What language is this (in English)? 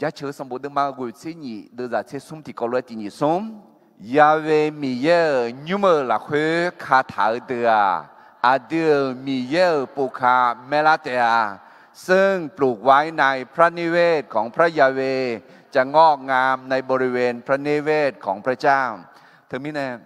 Akha